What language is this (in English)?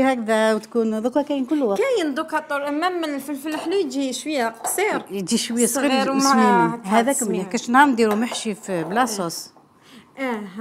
Algerian Arabic